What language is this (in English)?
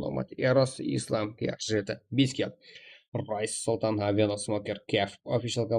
Kara-Kalpak